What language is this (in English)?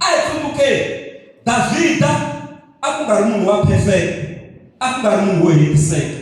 Tsonga